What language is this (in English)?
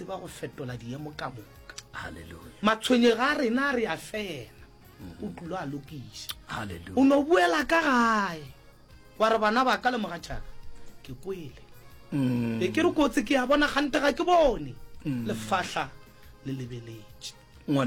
Northern Sotho